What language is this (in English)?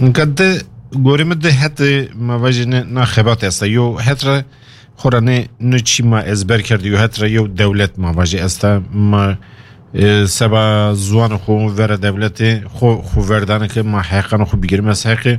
Kurdish